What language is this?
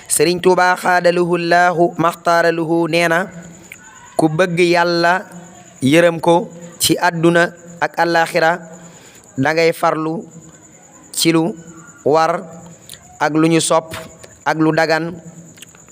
Wolof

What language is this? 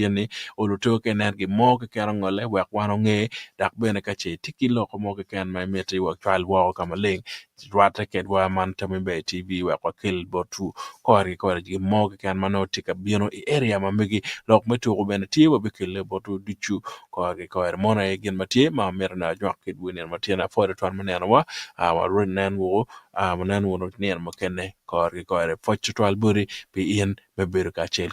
Acoli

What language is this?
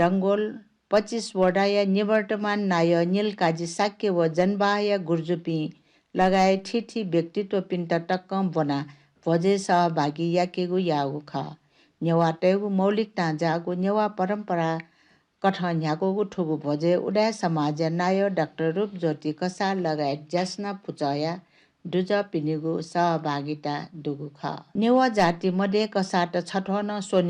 Newari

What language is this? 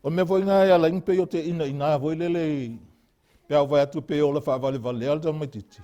Samoan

